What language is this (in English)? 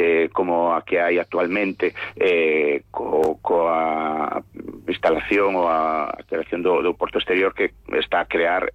Galician